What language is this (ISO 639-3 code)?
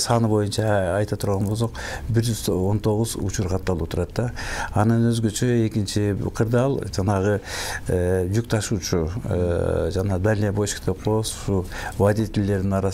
kir